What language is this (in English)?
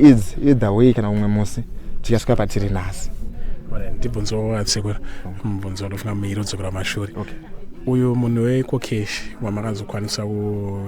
Shona